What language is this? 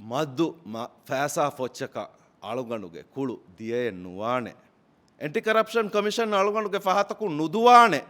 Divehi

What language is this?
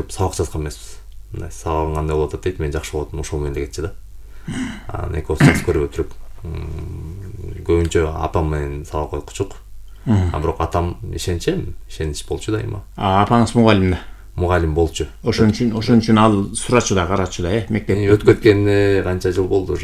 Kyrgyz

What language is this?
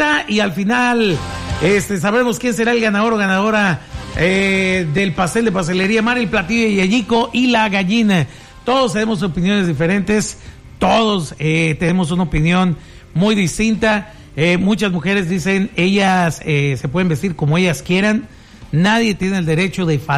Spanish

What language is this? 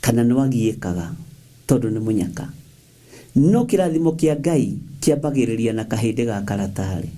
Kikuyu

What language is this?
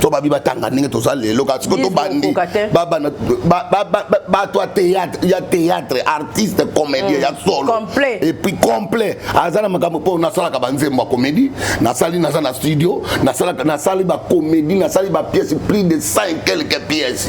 Lingala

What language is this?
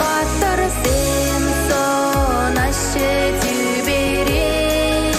Chuvash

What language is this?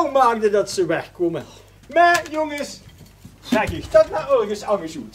Limburgish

